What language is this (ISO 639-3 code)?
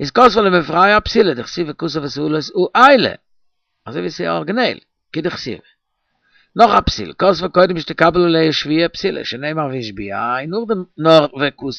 yid